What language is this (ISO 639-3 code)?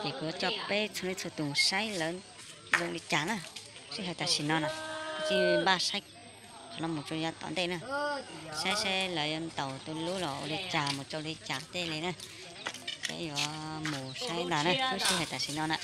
hmn